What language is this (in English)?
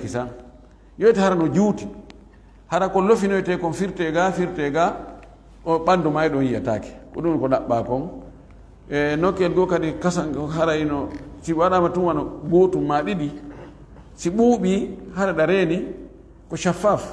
Fula